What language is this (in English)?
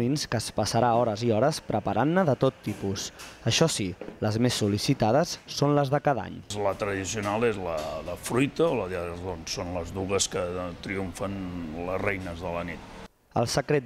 Catalan